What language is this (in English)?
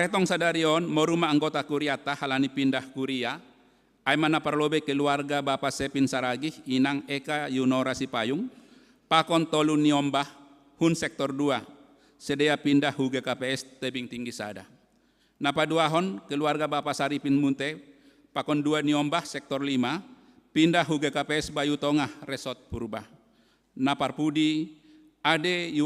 Batak Simalungun